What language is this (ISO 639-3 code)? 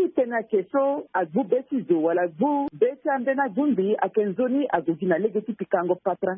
sag